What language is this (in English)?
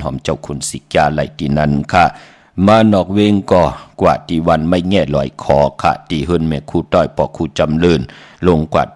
Shan